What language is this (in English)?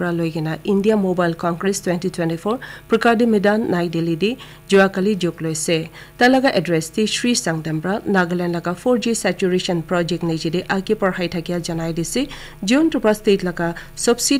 Naga Pidgin